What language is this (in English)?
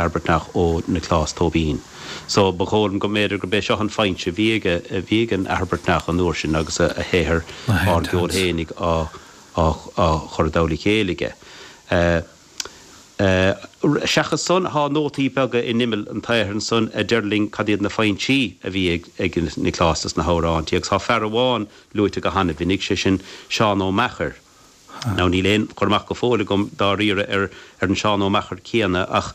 Irish